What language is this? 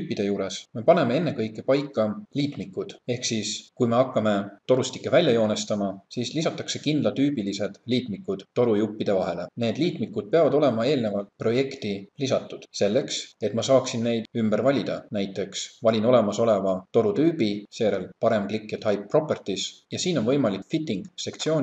Estonian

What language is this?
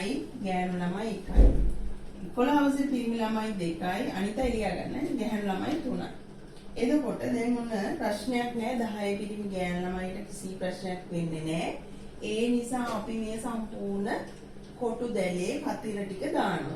Sinhala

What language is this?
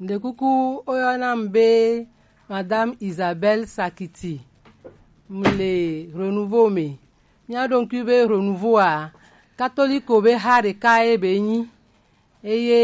Gen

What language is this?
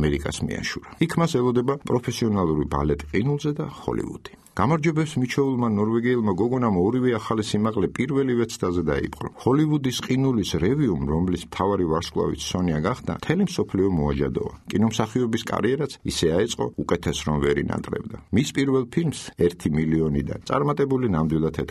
Georgian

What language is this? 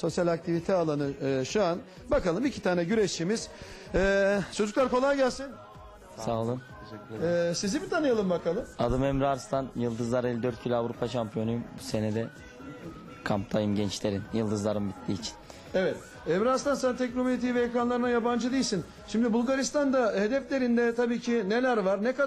Turkish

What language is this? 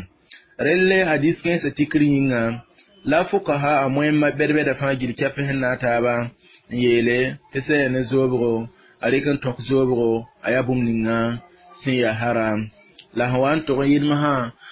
Mossi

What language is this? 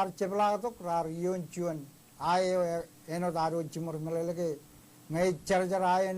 Marshallese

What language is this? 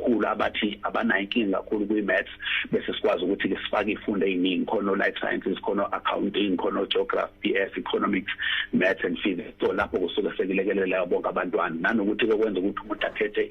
Zulu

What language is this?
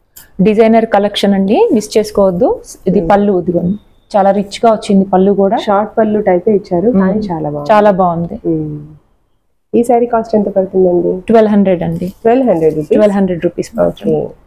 Telugu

